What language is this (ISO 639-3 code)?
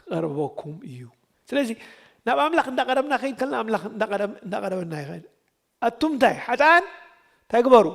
tir